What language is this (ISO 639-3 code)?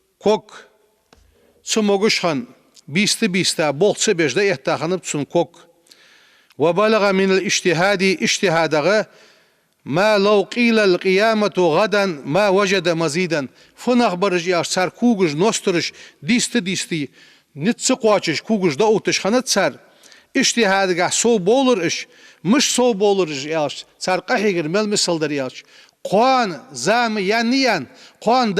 inh